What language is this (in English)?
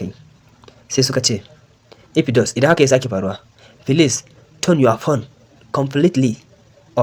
Hausa